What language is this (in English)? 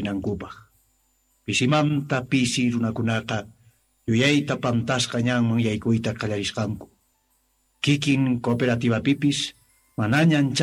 Quechua